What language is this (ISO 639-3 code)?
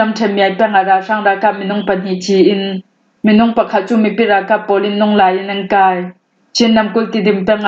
cfm